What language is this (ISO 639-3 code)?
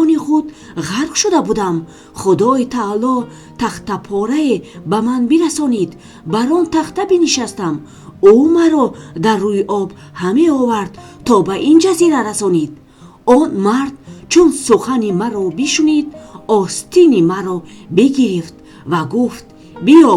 tgk